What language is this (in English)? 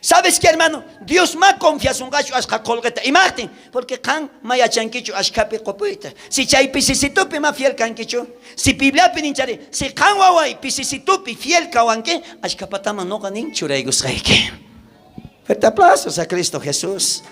South Bolivian Quechua